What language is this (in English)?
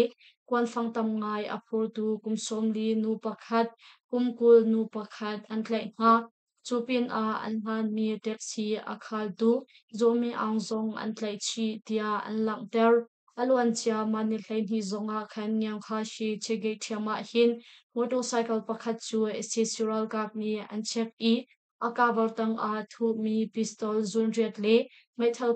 Hakha Chin